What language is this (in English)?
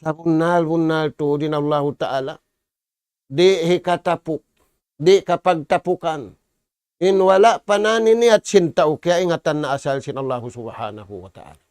Tausug